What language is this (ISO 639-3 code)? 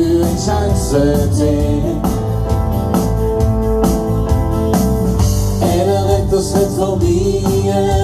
nor